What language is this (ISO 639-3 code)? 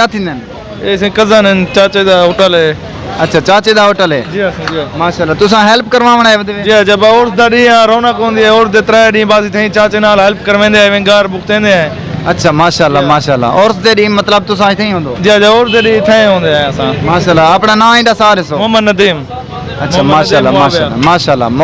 skr